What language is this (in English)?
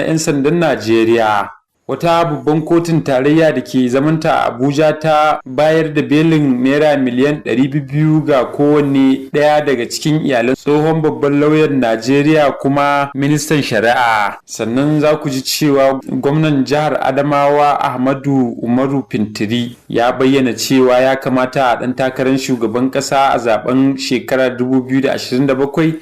Hausa